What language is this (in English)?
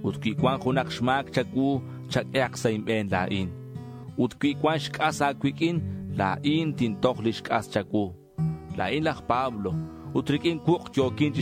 Kekchí